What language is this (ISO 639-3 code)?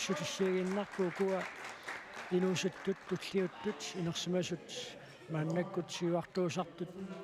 kal